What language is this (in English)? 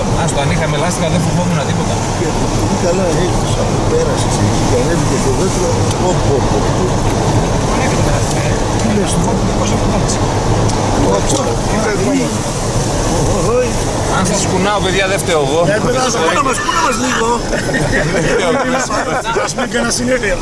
Greek